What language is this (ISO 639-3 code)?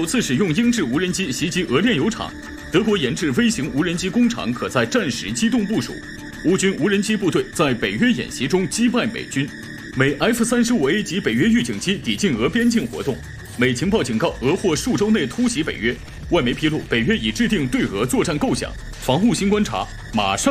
zho